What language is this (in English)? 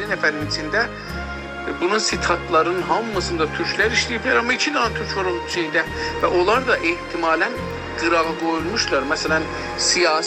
South Azerbaijani